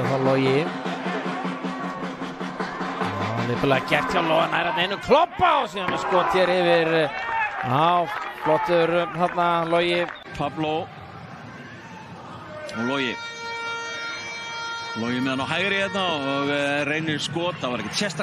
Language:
Icelandic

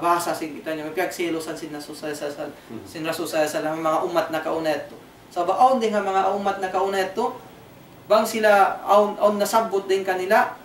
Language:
Tausug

